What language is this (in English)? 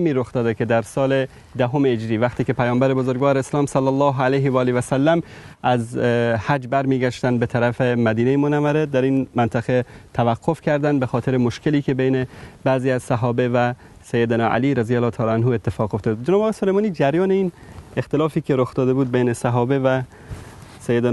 Persian